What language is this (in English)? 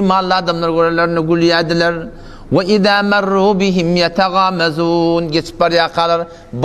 Turkmen